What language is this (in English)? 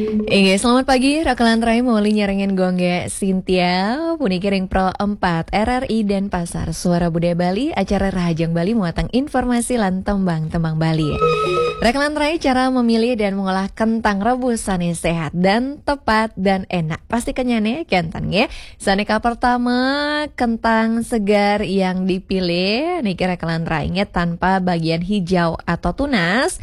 Balinese